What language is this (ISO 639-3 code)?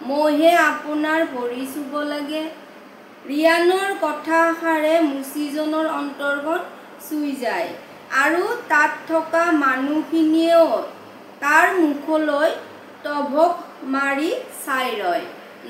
asm